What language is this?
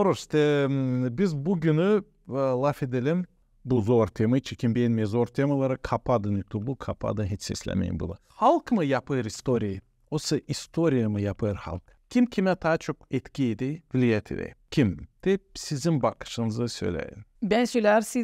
Gagauz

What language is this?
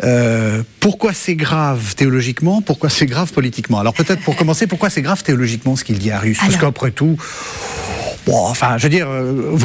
French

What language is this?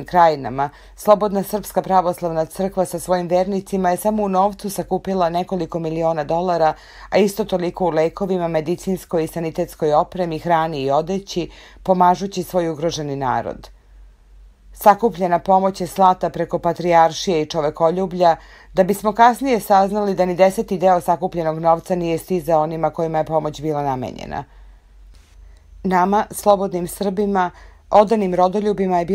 Serbian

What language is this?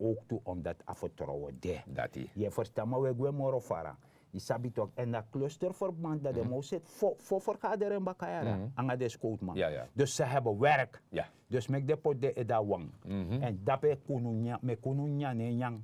Sranan Tongo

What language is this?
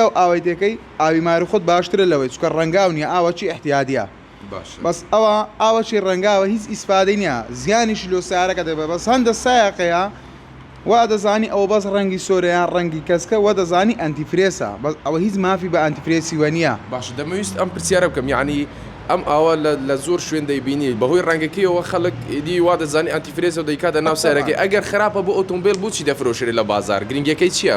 Central Kurdish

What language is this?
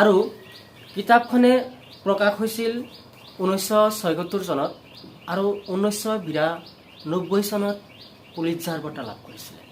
Assamese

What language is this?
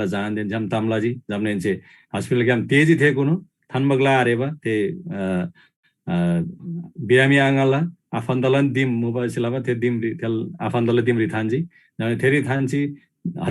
Eastern Tamang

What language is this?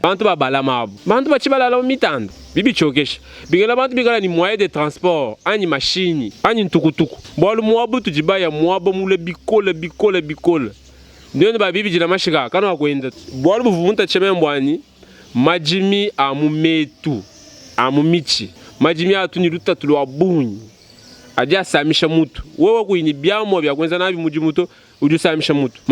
Luba-Lulua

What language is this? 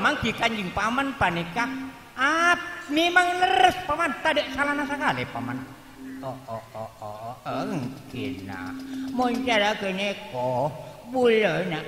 Madurese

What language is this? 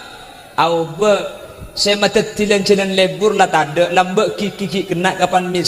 Madurese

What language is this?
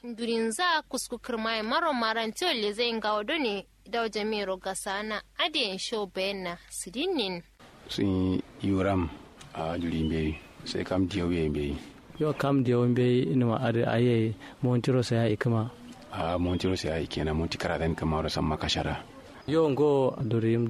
Kanuri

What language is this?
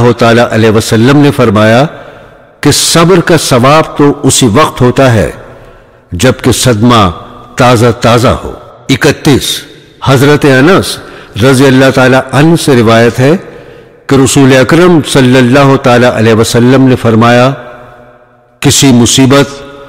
Urdu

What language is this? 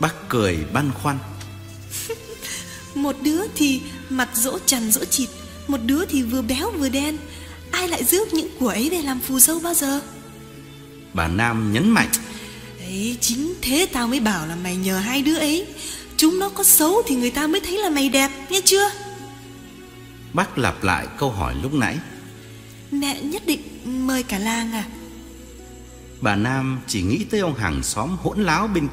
Vietnamese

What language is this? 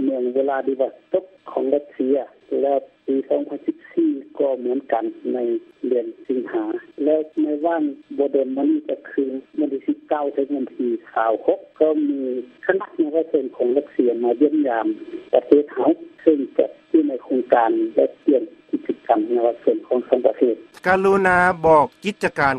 Lao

